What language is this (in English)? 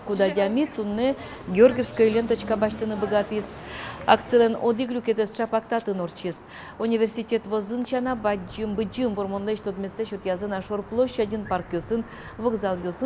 Udmurt